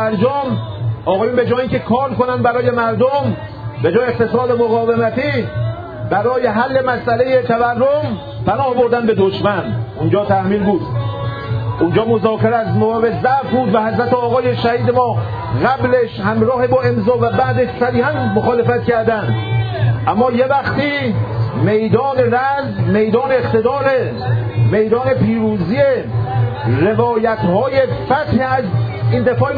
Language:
Persian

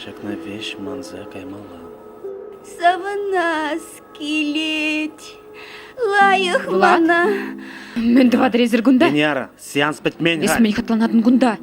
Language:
Chuvash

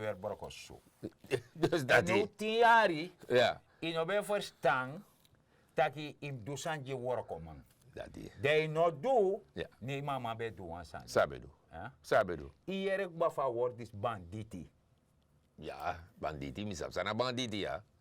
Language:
Sranan Tongo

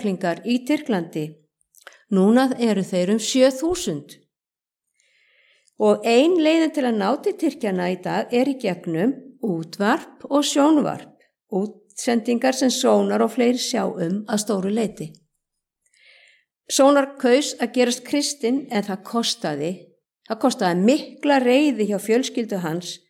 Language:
Icelandic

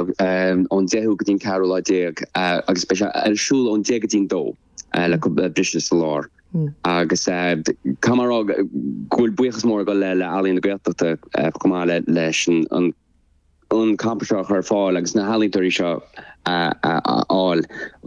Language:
Irish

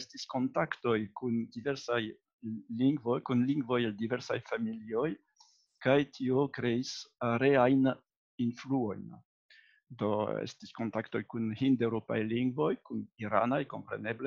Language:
Esperanto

